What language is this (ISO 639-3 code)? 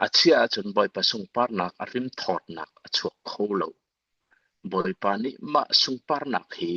cnh